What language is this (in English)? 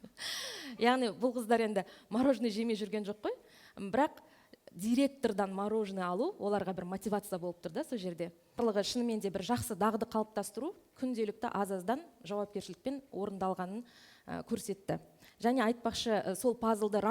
Kazakh